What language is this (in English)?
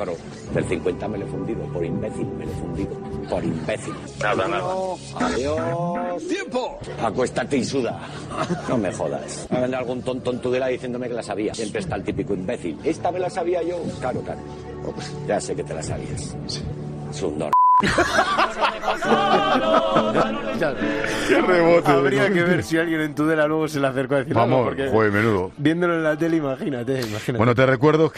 Spanish